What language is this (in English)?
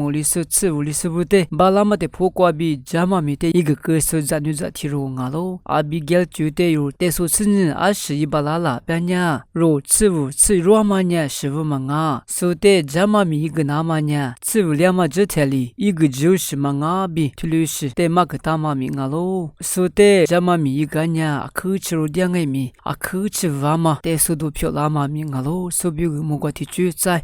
Lisu